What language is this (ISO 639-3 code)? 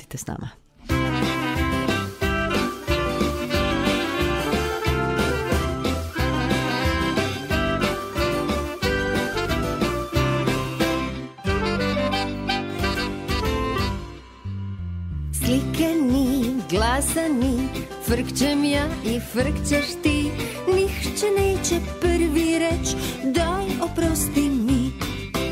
hrv